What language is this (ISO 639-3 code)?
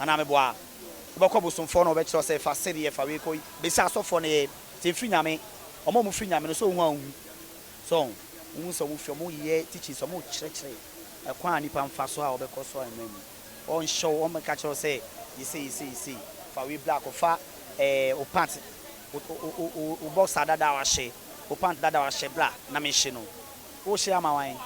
aka